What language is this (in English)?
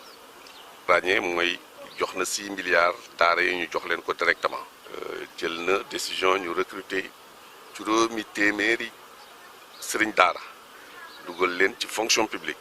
Wolof